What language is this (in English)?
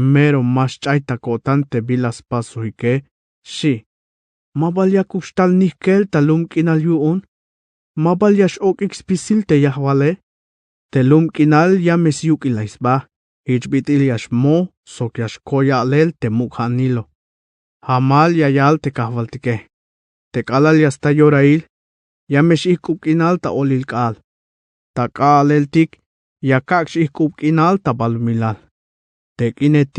Tzeltal